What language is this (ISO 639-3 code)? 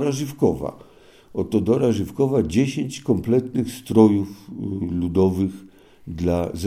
pol